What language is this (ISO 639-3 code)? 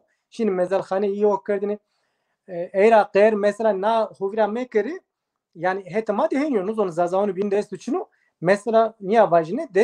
zza